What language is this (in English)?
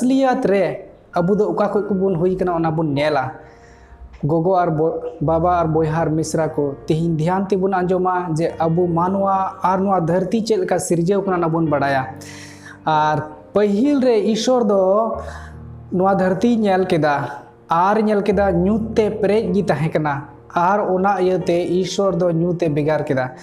Santali